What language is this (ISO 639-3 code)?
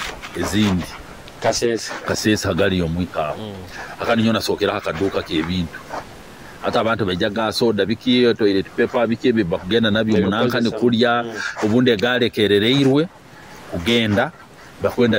nyo